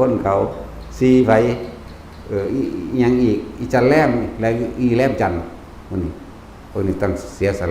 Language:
Northeastern Thai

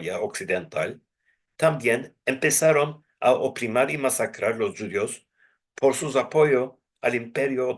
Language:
Ladino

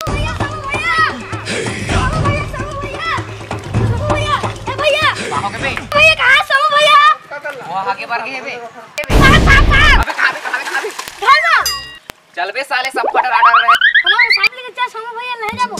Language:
Chhattisgarhi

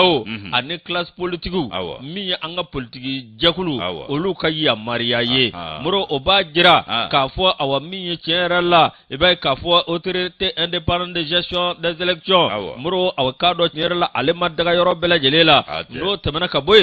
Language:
Bambara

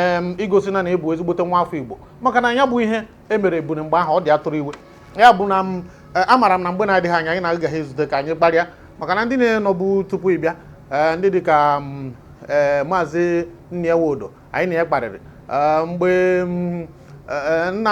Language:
Igbo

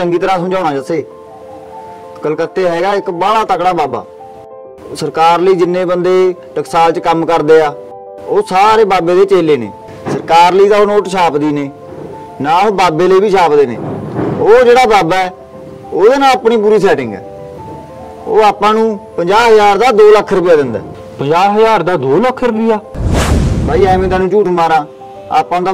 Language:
Punjabi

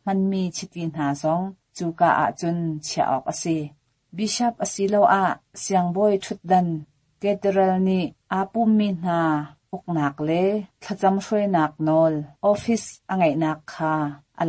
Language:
Hakha Chin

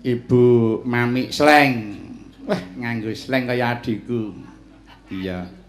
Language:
Javanese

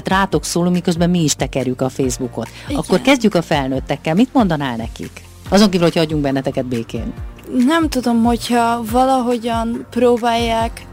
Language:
Hungarian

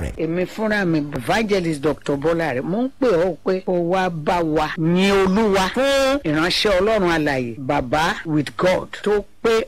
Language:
Yoruba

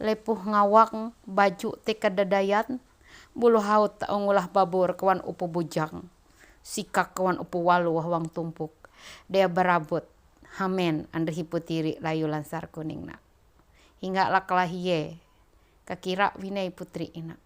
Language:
Ma'anyan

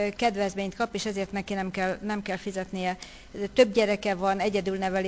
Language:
Hungarian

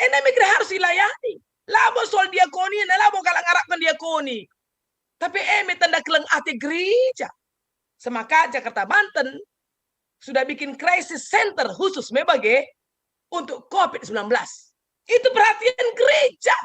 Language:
Batak Karo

